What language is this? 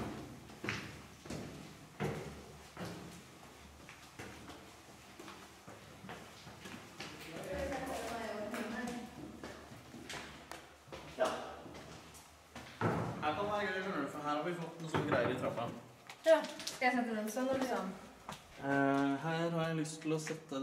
Norwegian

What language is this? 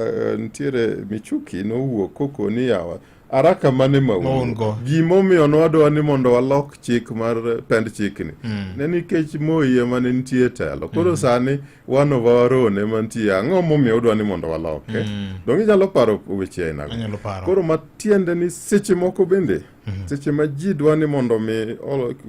Luo (Kenya and Tanzania)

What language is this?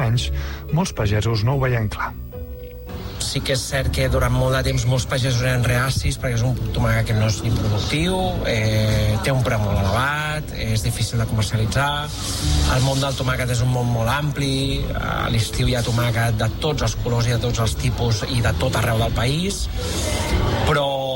Catalan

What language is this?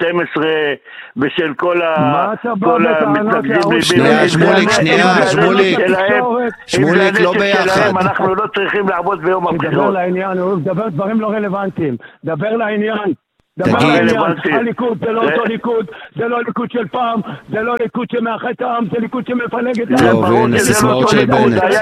Hebrew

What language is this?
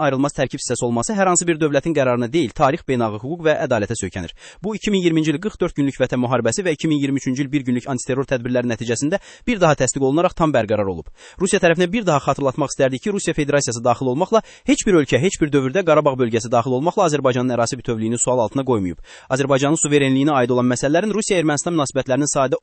Azerbaijani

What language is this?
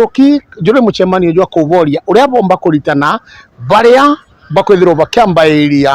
Meru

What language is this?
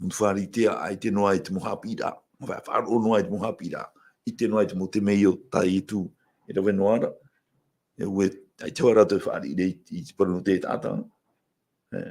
Tahitian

